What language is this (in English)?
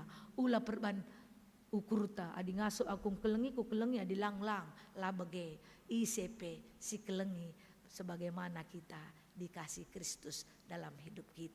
Batak Karo